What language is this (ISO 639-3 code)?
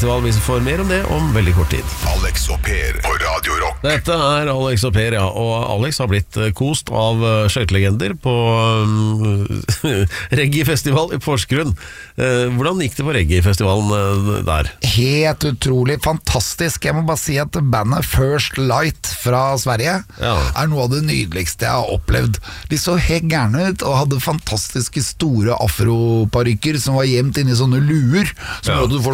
nor